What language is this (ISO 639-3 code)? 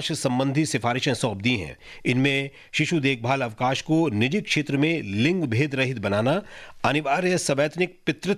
hin